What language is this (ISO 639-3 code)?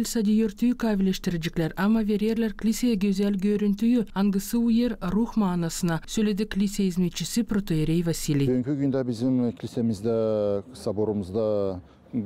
gag